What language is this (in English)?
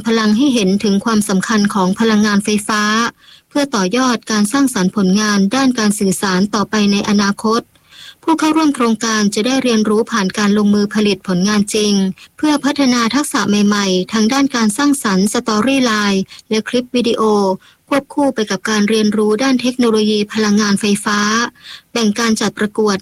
Thai